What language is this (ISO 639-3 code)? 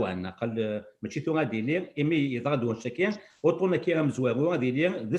kab